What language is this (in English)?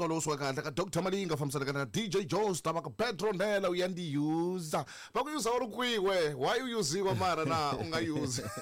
Tsonga